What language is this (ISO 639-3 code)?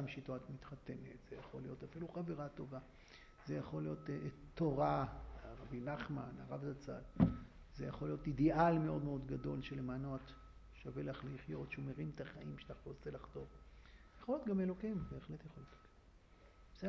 heb